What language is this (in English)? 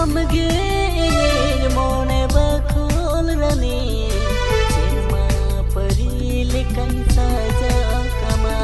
Santali